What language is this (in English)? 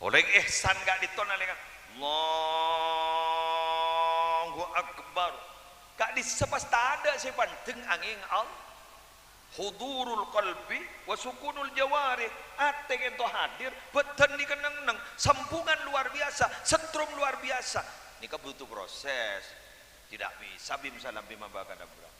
Madurese